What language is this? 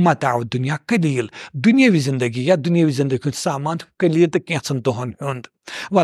Kashmiri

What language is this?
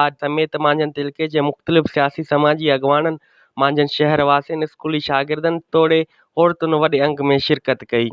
Sindhi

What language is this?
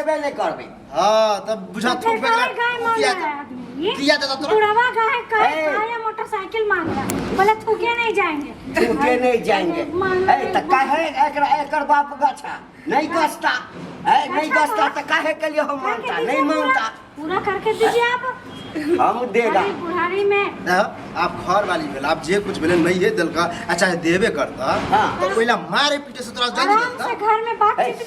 Maithili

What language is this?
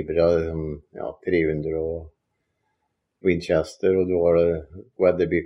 Norwegian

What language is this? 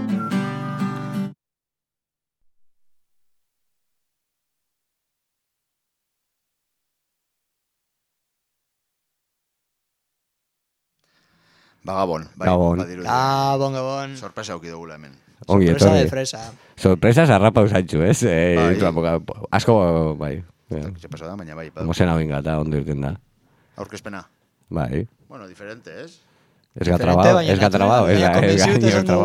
Basque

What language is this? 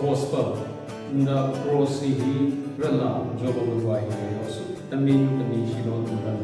Southern Rengma Naga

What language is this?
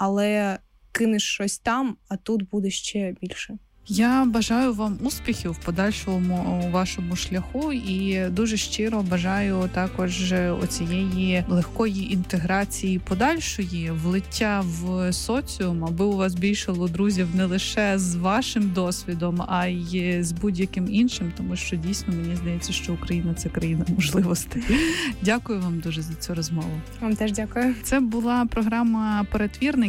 Ukrainian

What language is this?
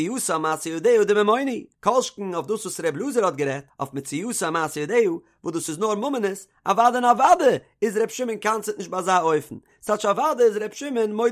Yiddish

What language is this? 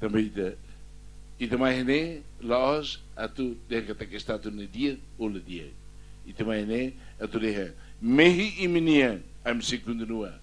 Tetum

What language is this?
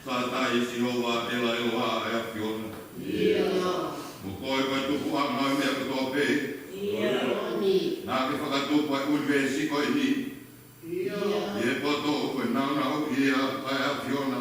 Tongan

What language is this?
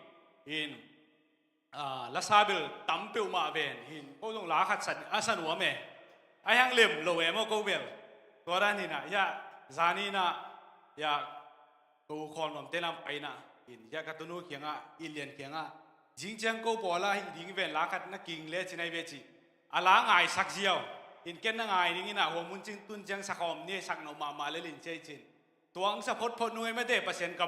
Tedim Chin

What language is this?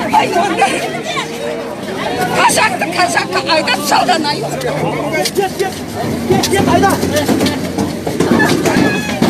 Kazakh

